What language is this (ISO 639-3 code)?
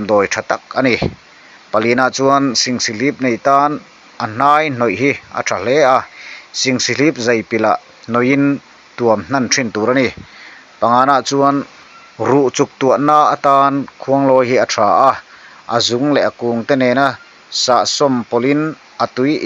lus